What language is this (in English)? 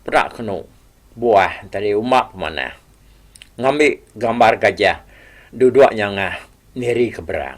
Iban